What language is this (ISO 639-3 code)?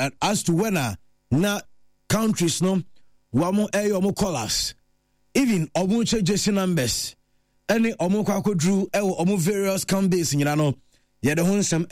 aka